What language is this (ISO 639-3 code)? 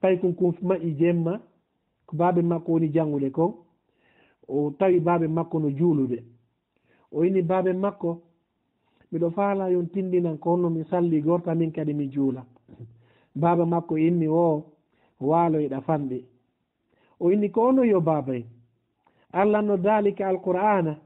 ful